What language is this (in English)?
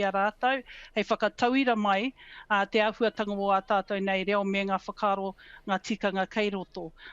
Māori